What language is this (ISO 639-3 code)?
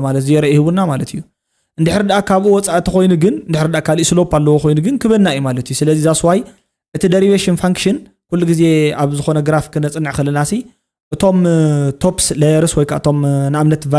tir